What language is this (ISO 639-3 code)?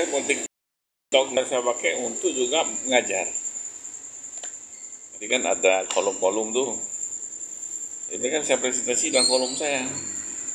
ind